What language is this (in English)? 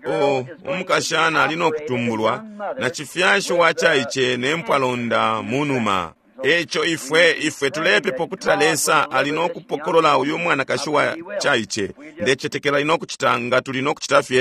Bemba